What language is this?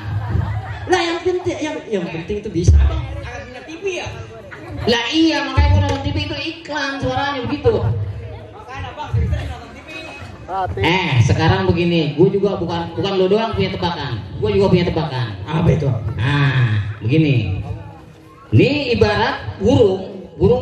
Betawi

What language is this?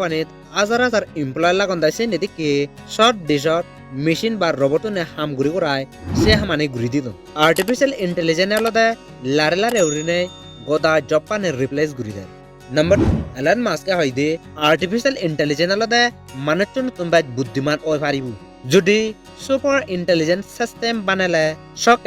Chakma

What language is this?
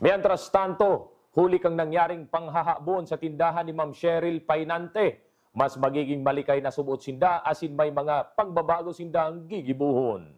Bikol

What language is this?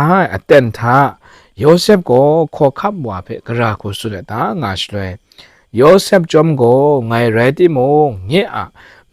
Kachin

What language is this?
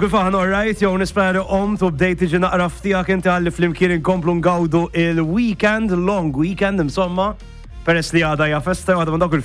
Maltese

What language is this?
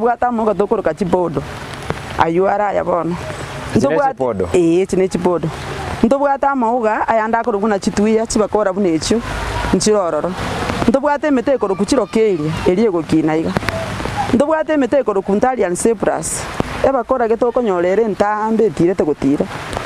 Gusii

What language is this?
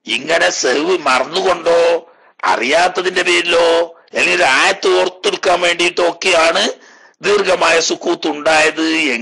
Malayalam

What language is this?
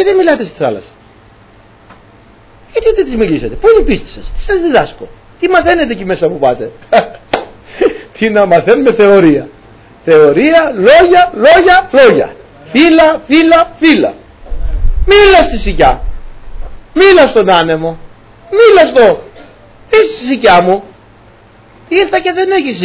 Greek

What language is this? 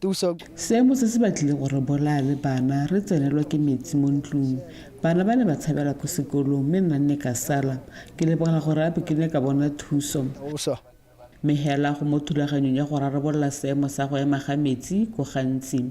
Tswana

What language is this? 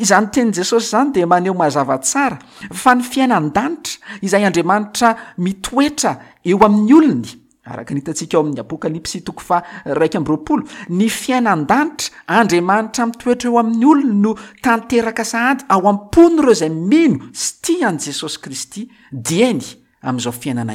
Malagasy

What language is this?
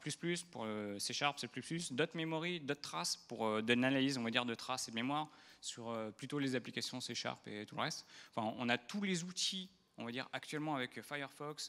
French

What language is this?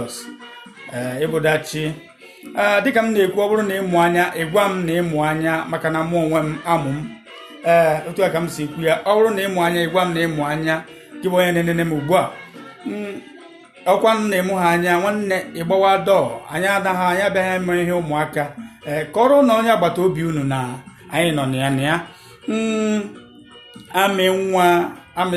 Igbo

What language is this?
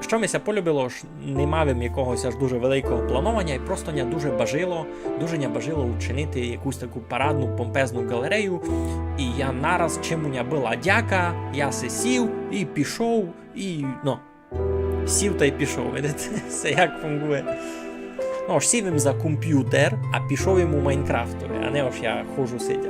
Rusyn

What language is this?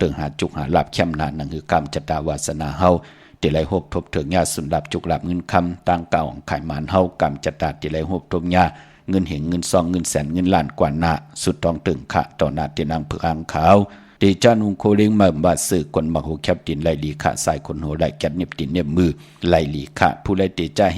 Shan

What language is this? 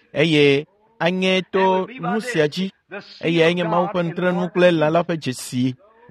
Ewe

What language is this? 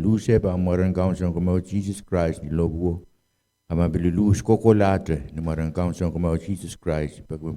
Pohnpeian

